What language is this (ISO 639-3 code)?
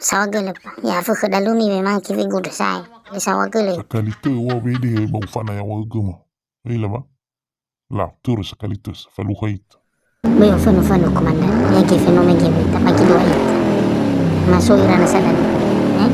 nia